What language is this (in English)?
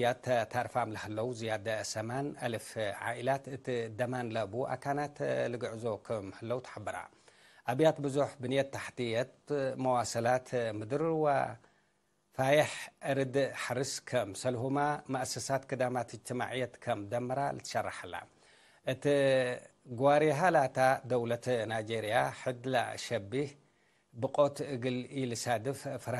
Tigre